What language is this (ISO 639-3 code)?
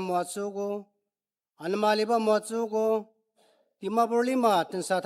njo